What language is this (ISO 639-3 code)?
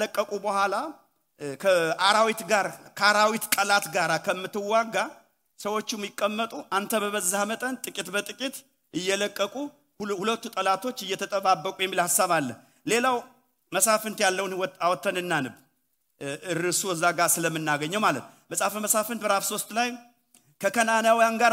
amh